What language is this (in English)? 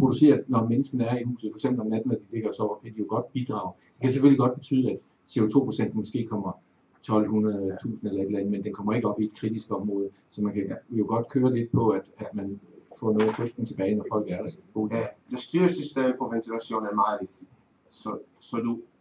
Danish